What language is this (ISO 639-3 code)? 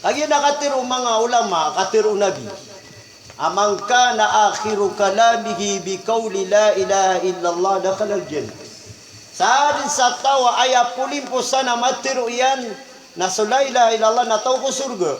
mrw